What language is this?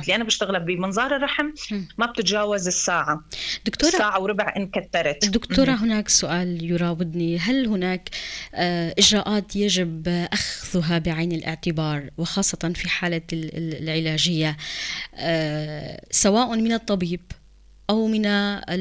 North Levantine Arabic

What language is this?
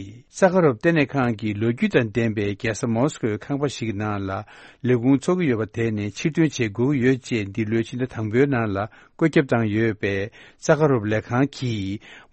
Tibetan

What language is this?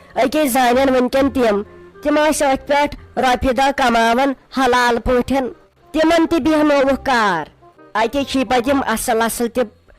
Kashmiri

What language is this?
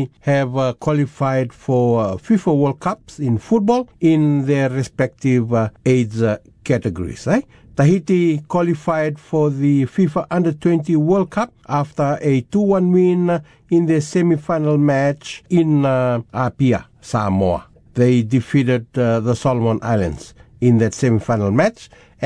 English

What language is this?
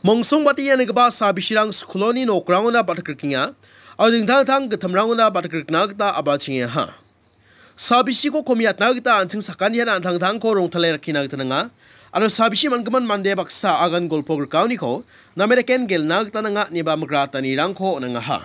Garo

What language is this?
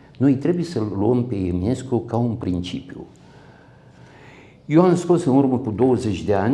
Romanian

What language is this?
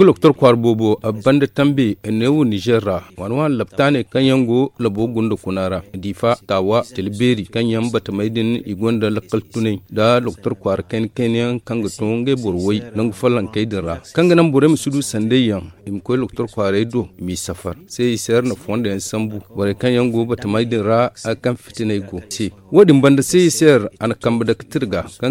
Zarma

